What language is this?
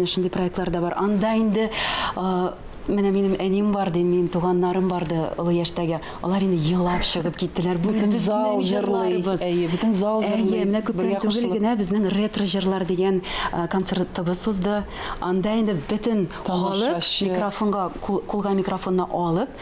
Tatar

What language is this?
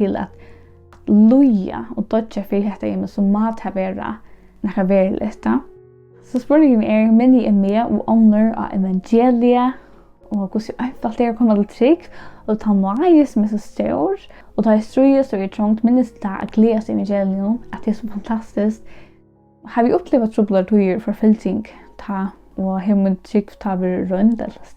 Faroese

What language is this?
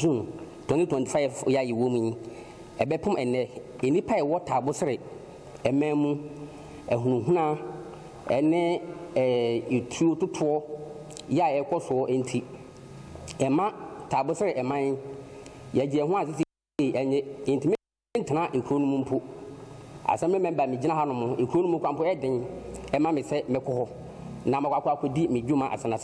Akan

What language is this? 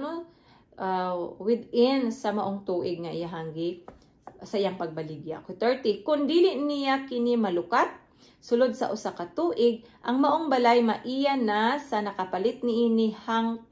Cebuano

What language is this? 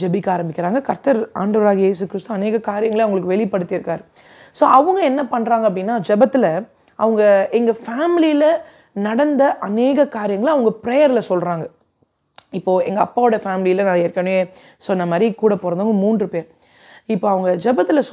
Tamil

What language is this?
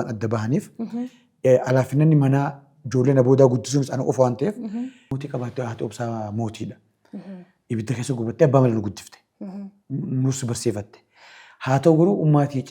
Oromo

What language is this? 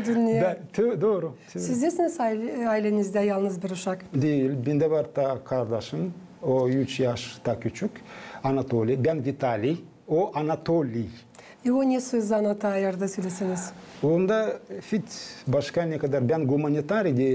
Gagauz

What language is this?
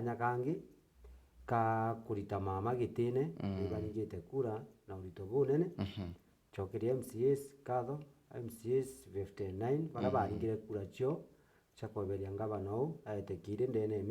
Meru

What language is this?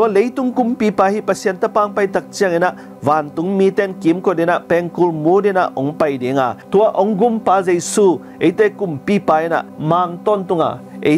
Tedim Chin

